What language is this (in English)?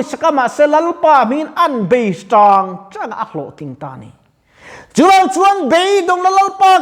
Mizo